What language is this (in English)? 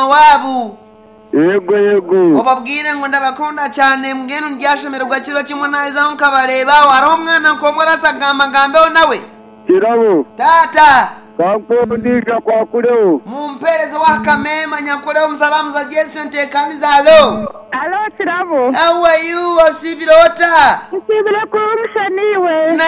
Nyankole